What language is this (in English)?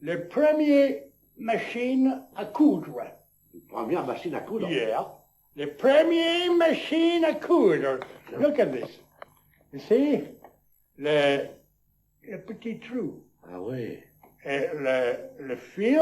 Picard